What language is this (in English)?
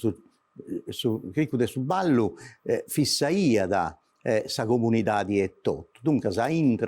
Sardinian